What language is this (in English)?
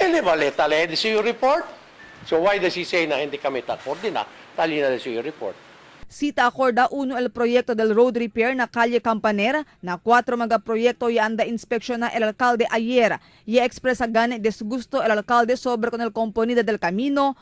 Chavacano